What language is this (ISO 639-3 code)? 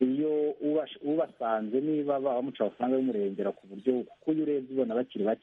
kin